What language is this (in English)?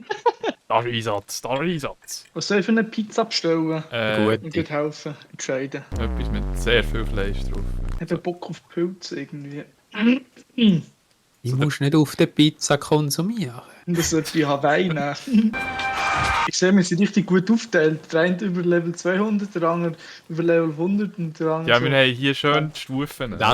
Swiss German